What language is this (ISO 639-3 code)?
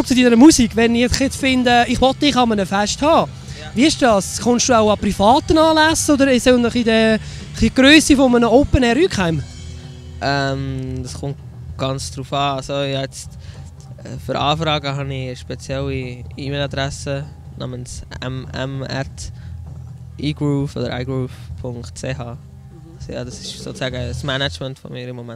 gsw